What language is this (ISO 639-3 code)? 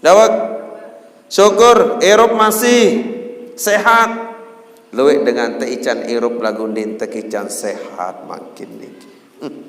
sas